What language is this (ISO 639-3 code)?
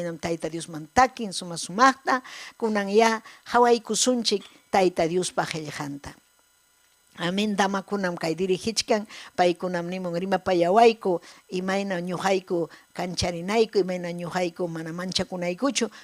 quy